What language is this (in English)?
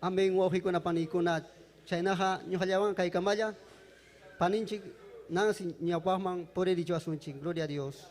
Ayacucho Quechua